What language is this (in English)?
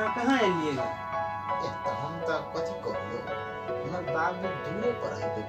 Maithili